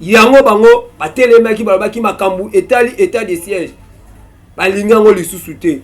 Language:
Lingala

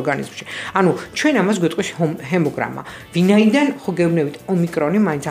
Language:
Georgian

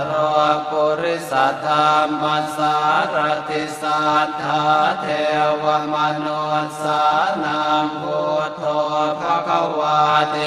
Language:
Pali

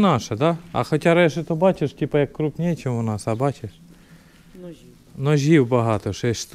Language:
Ukrainian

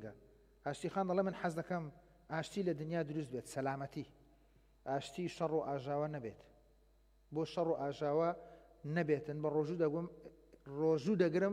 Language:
Central Kurdish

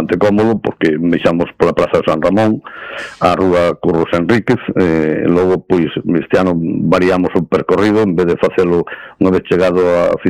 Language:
Galician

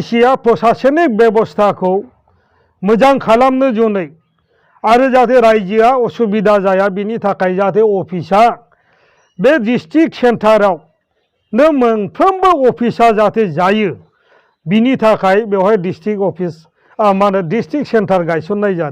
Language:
Bodo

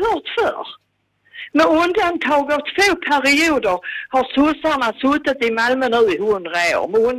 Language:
Swedish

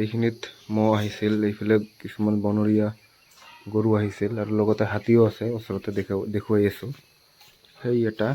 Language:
Assamese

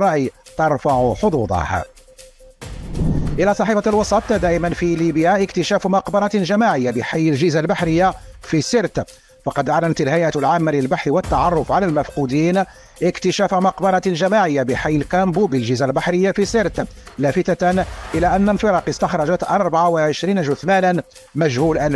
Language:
Arabic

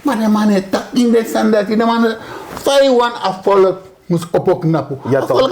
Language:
Sranan Tongo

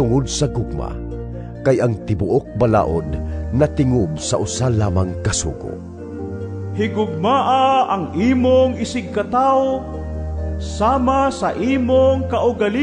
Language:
Cebuano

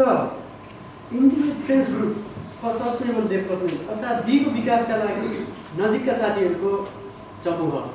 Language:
Nepali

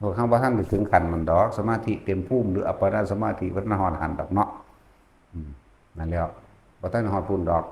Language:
Northeastern Thai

